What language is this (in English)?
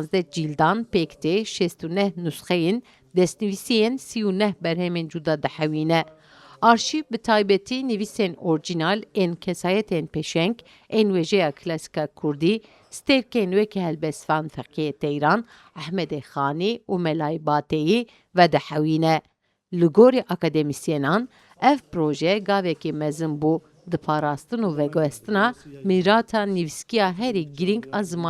Kurdish